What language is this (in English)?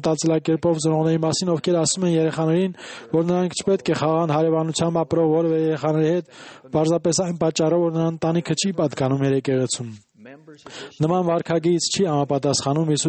Armenian